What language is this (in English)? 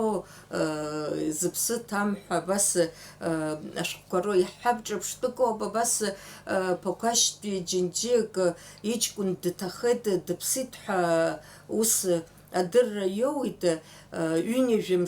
Abkhazian